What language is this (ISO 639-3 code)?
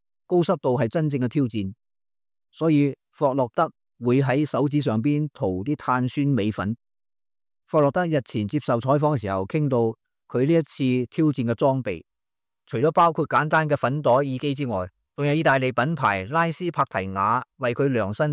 yue